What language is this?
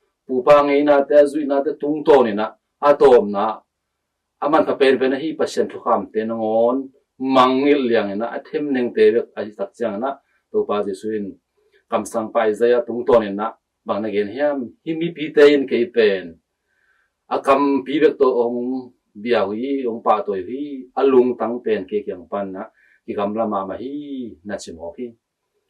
Tedim Chin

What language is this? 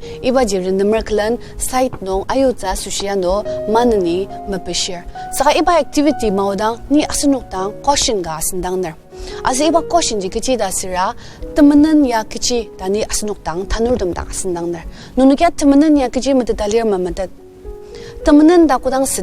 Ao Naga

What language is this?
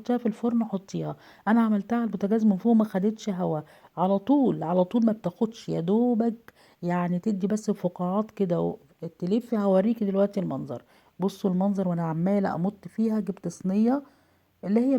Egyptian Arabic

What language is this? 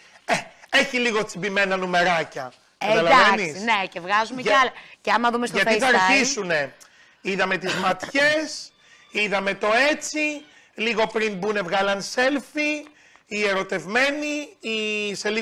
Greek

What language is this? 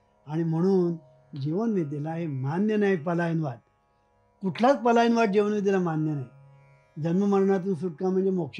Marathi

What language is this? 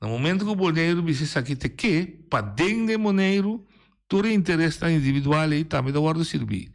Papiamento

